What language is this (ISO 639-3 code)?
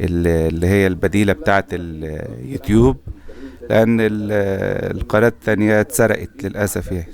arz